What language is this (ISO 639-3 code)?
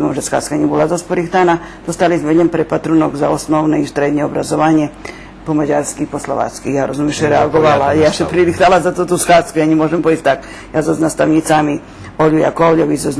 rue